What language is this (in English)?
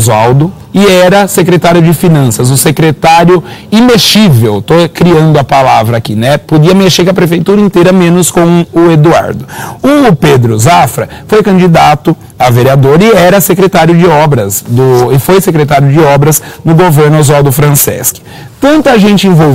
Portuguese